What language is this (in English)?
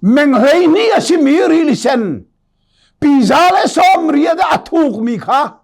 Hakha Chin